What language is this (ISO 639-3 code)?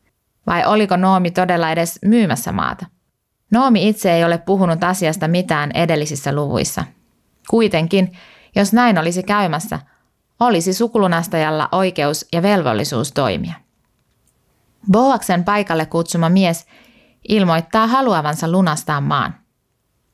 fin